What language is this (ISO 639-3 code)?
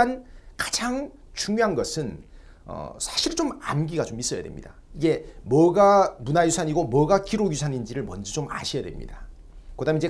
kor